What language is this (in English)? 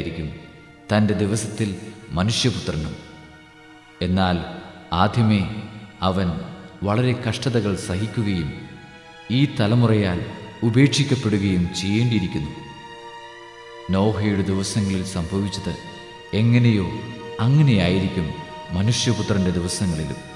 Malayalam